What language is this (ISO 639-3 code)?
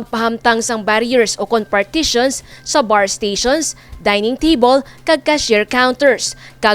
hil